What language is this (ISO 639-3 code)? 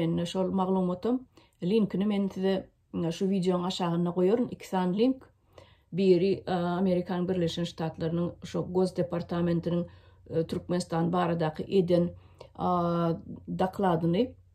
tuk